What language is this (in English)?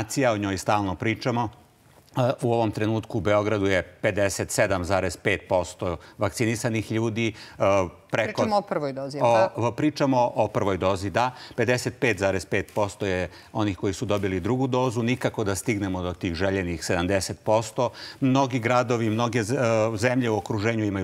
Serbian